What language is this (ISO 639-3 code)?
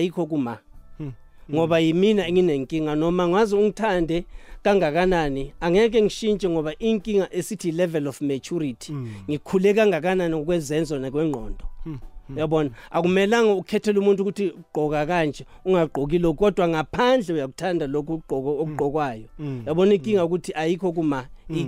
nbl